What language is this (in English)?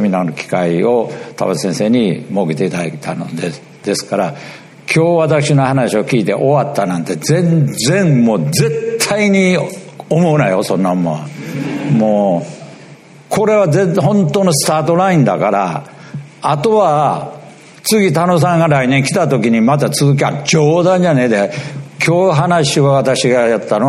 Japanese